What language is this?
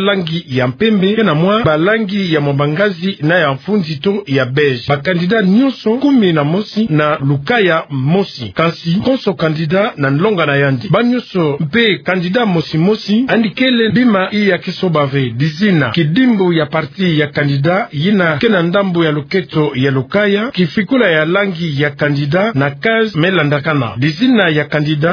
Kituba (Democratic Republic of Congo)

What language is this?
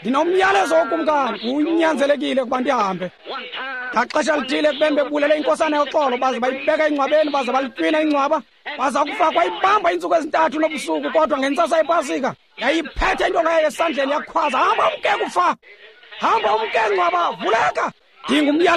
Xhosa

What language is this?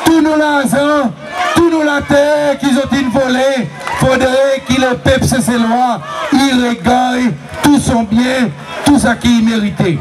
Seselwa Creole French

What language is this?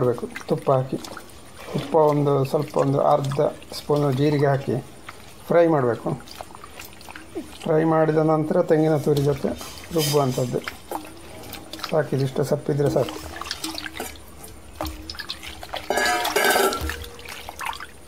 Kannada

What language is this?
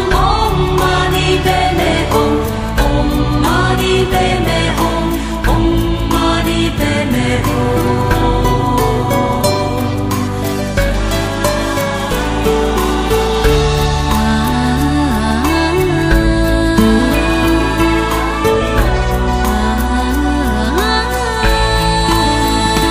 Chinese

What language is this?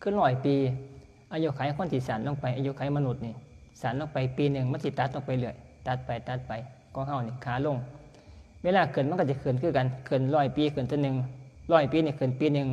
Northeastern Thai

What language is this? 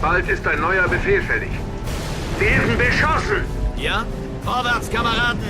Bavarian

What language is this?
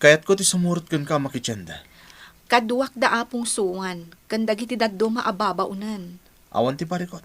Iloko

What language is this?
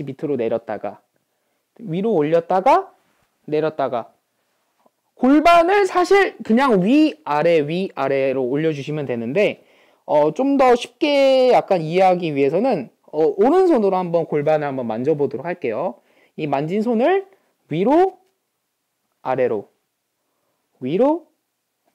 Korean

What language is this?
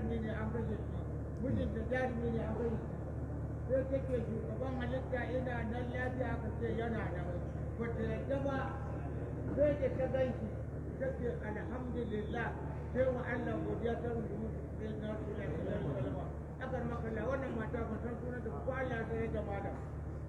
Hausa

